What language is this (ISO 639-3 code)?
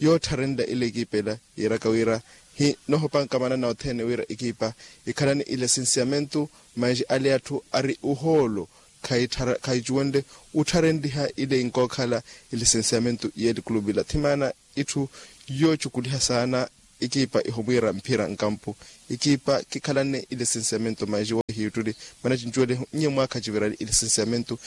vmw